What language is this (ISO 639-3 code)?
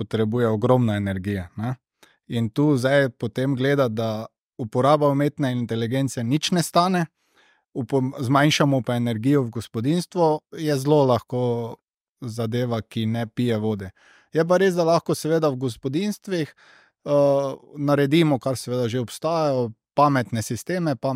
slv